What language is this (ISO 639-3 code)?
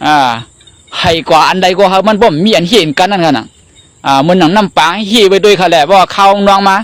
shn